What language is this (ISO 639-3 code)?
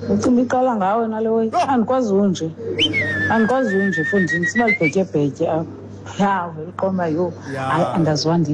xho